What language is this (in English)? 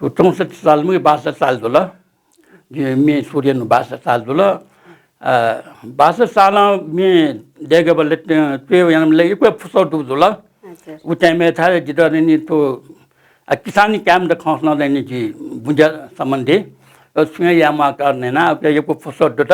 Newari